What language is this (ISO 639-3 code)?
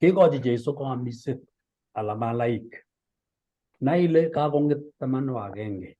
kln